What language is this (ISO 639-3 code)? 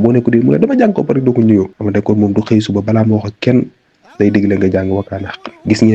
wol